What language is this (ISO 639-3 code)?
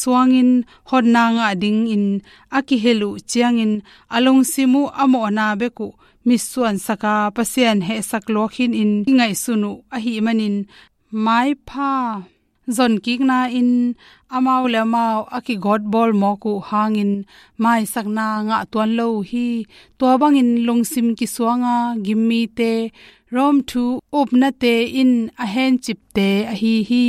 ctd